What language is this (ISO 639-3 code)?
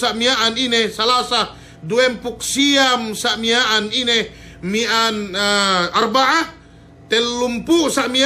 yka